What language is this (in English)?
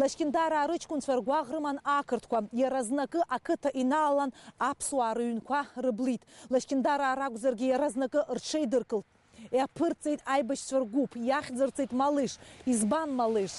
Abkhazian